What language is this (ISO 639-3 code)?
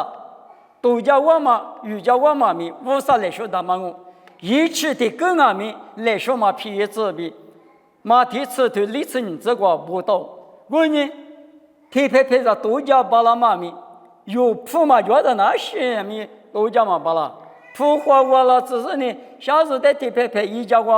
lis